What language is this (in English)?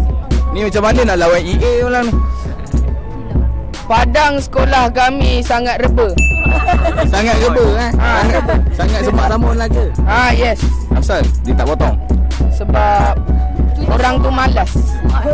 Malay